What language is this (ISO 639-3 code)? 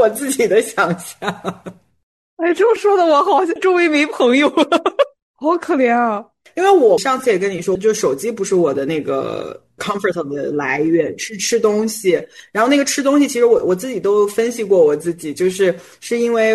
zho